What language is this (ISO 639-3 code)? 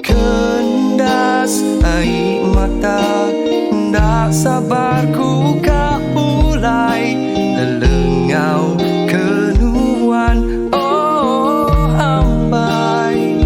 iba